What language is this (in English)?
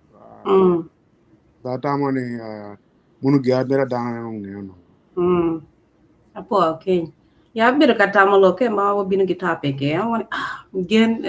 Acoli